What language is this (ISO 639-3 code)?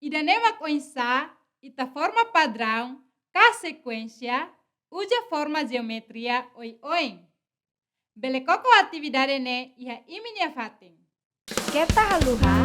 tet